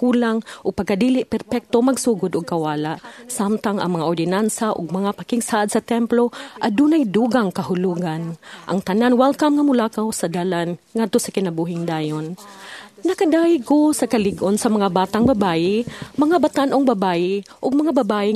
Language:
Cebuano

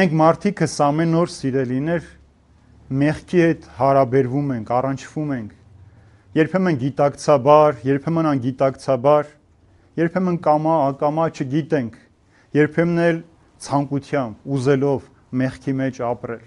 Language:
Armenian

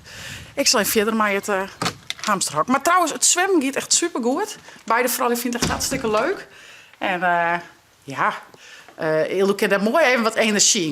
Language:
Western Frisian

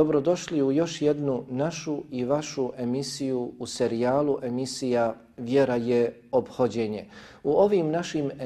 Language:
Bosnian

